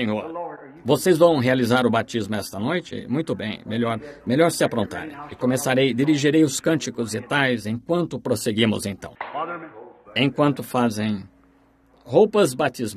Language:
Portuguese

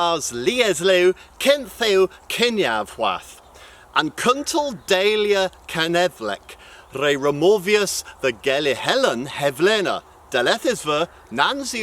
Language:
Cornish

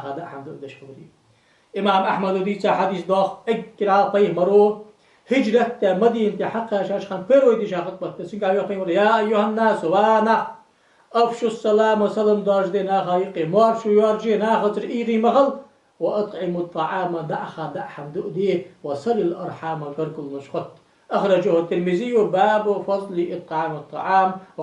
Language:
Ingush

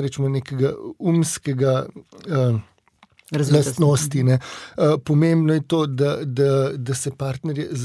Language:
Slovenian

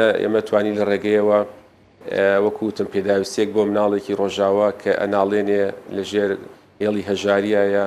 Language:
Central Kurdish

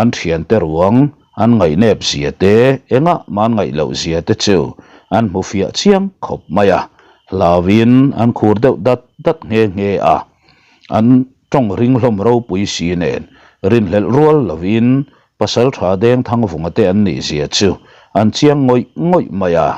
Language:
Mizo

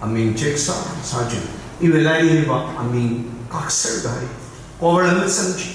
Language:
Tangkhul Naga (India)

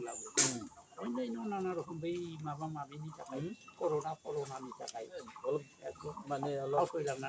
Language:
Bodo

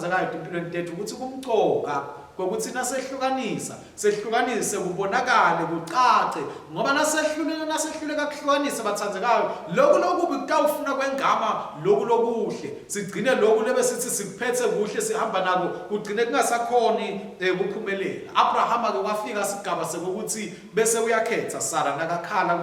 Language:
Swati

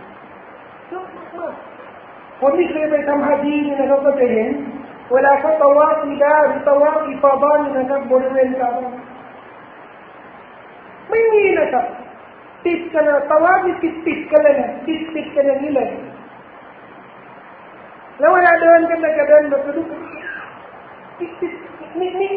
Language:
Thai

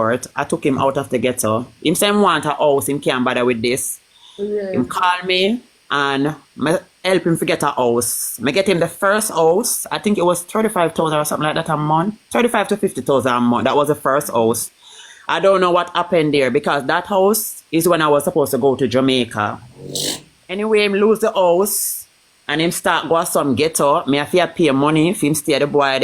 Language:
Jamaican Creole English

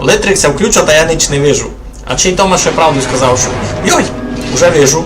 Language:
Rusyn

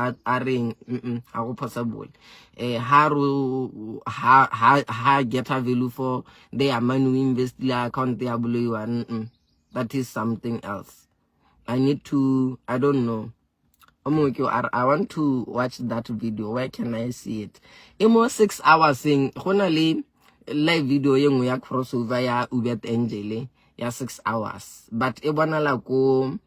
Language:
Southern Sotho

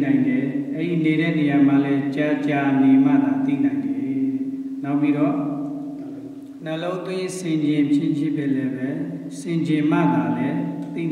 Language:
Burmese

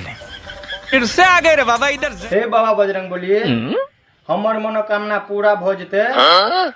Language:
Maithili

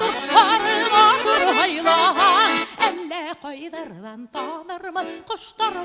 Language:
Bashkir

